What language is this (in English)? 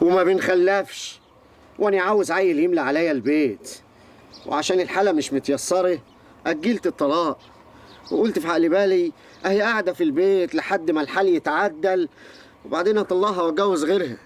Egyptian Arabic